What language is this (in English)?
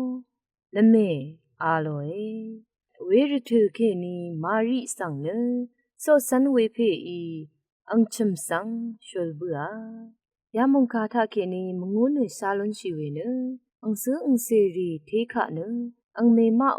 Rawang